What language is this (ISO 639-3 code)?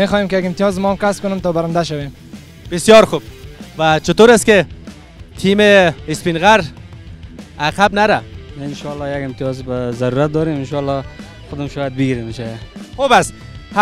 fas